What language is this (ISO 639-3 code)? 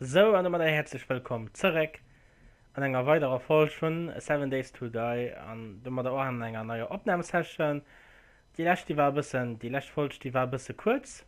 ltz